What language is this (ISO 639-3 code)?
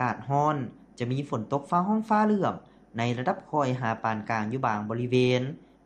lao